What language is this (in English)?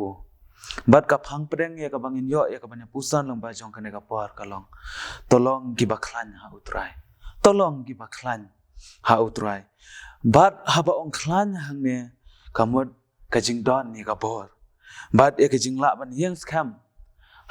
Khasi